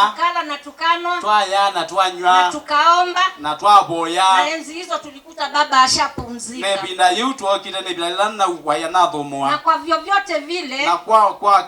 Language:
Kamba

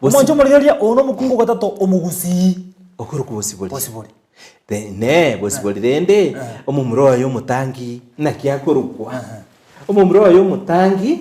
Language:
Gusii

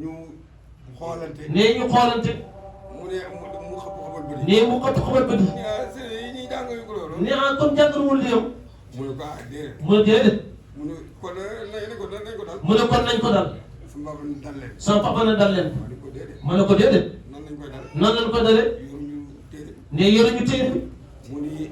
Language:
Wolof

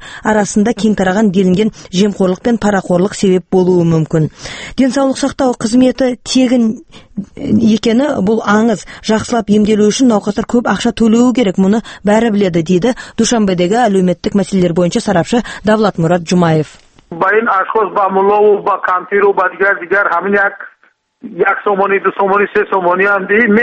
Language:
Kazakh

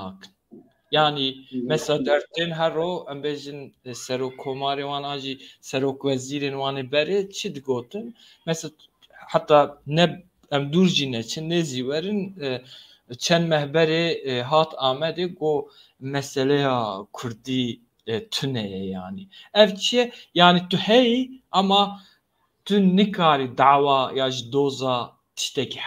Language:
Kurdish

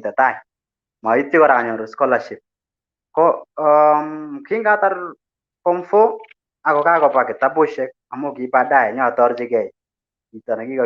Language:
Kalenjin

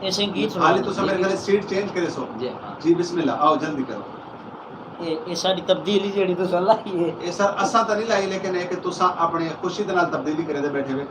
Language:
Saraiki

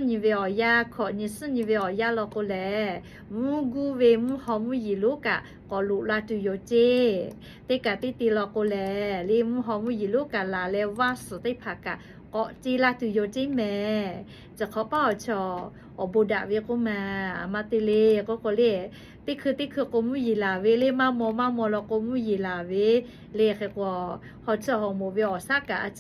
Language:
Lahu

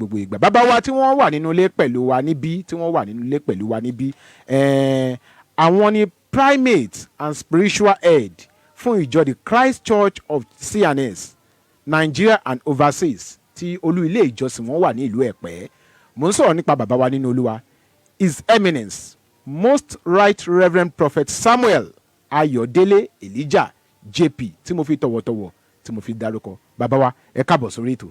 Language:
Yoruba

